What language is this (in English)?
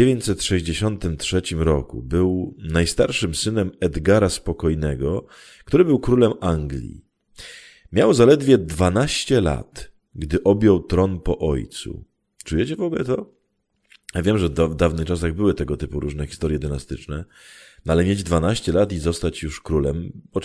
Polish